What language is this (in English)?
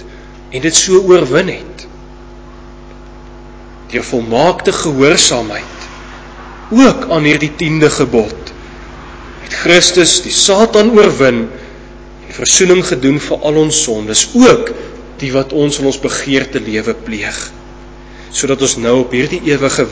Afrikaans